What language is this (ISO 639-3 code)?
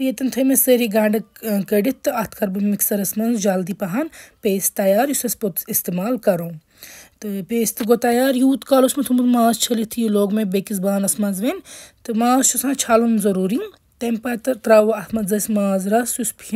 kas